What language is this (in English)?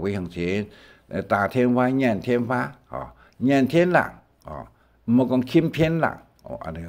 Hakka Chinese